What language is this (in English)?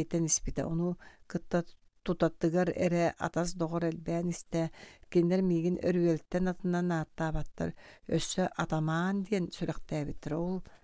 Yakut